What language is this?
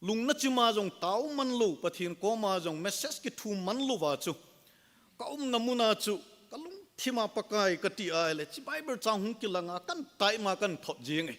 Thado Chin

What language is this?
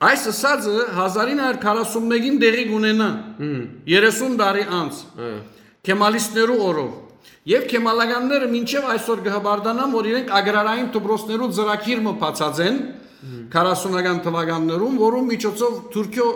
Western Armenian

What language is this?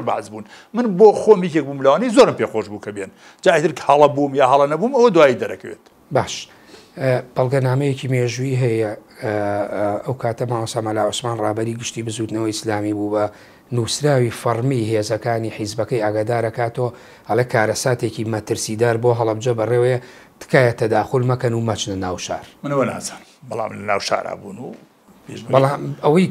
Central Kurdish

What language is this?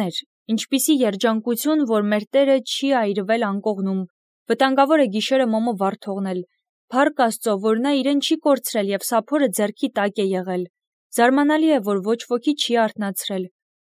Armenian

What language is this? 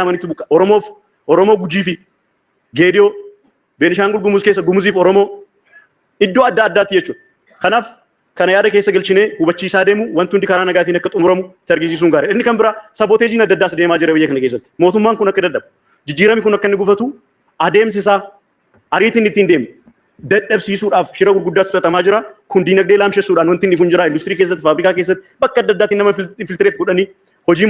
Oromo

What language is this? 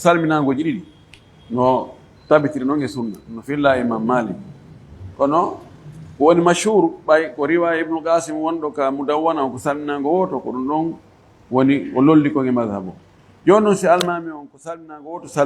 Fula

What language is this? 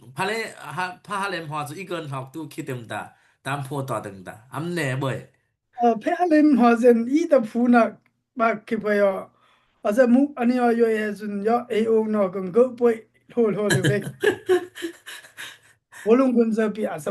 Dimasa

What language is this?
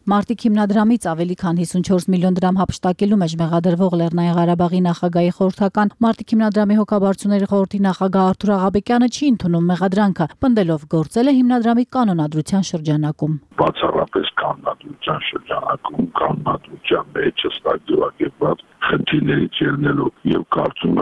Armenian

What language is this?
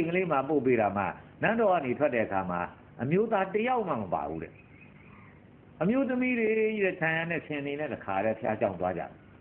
Burmese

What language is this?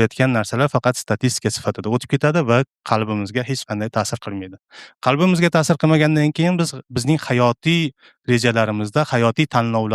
Uzbek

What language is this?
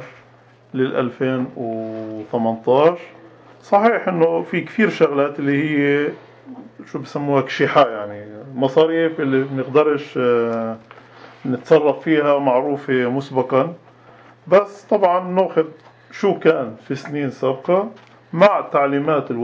North Levantine Arabic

